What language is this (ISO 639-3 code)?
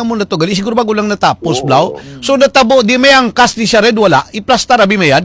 hil